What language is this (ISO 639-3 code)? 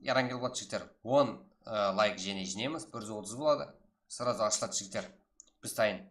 kaa